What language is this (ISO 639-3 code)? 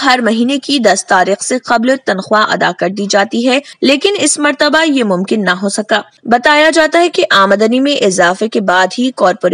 urd